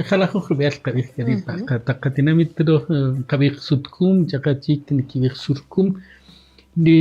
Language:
Kaqchikel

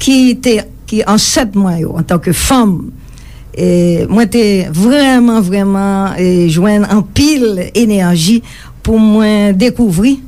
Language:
Haitian Creole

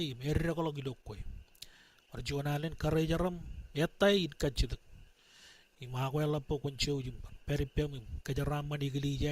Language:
Marshallese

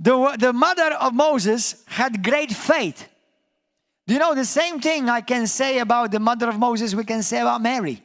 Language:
English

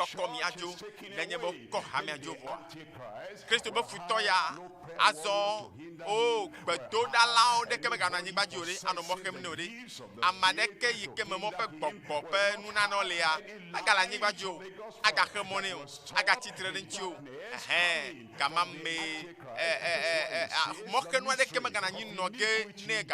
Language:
Ewe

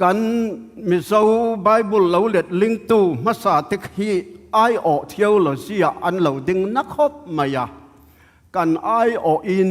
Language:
Tedim Chin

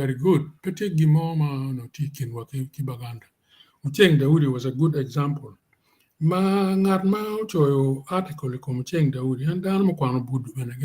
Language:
Acoli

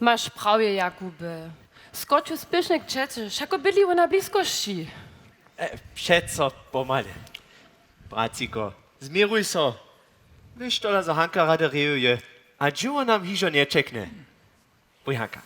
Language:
Upper Sorbian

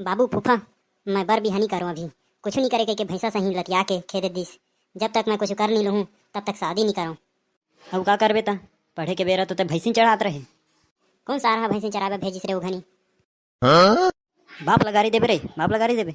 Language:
Chhattisgarhi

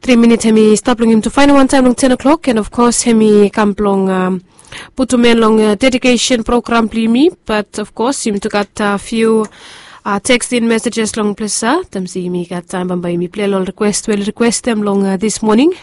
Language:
Bislama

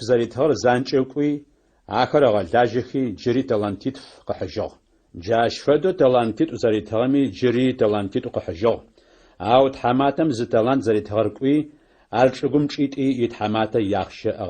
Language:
Adyghe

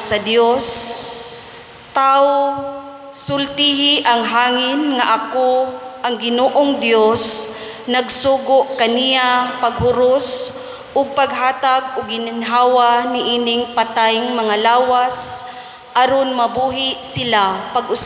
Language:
Cebuano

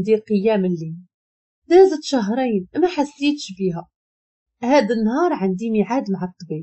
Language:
Moroccan Arabic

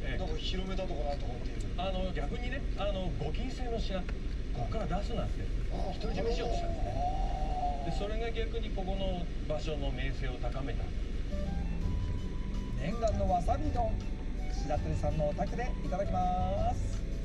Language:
Japanese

